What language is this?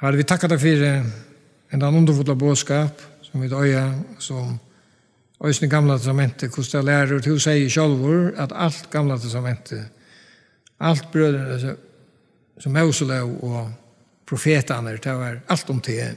Faroese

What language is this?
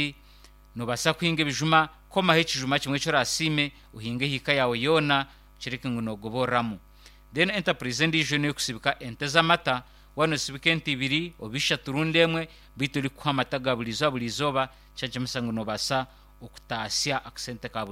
Nyankole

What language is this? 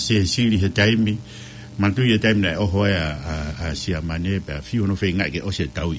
Tongan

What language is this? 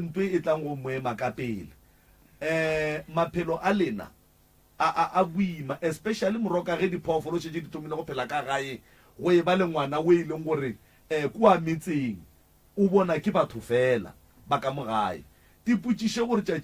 Northern Sotho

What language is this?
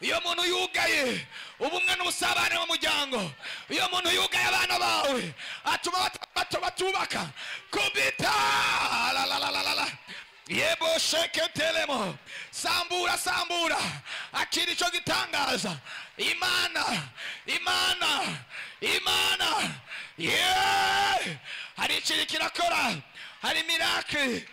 Rundi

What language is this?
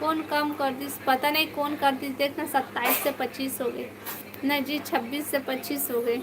Chhattisgarhi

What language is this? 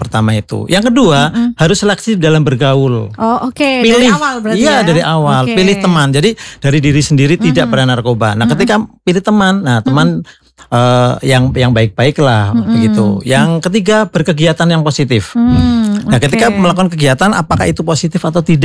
Indonesian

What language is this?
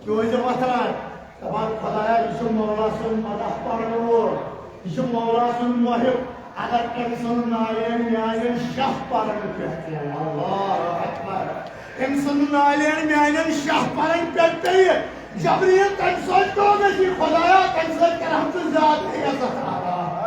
Kashmiri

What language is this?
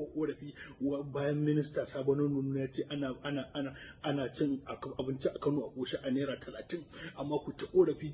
Hausa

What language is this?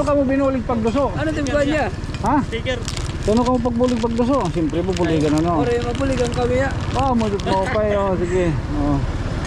Waray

